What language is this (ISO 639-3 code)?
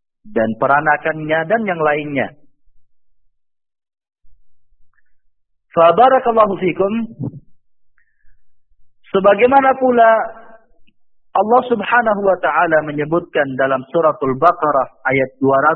ind